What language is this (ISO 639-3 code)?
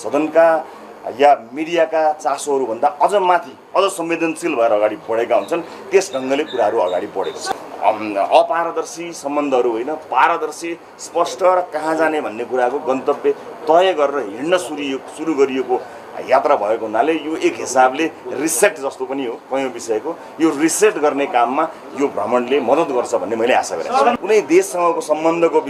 nep